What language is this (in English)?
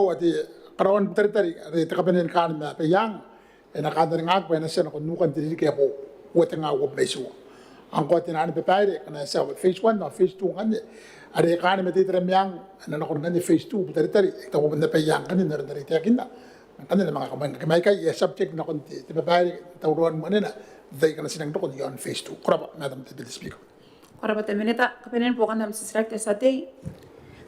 Gilbertese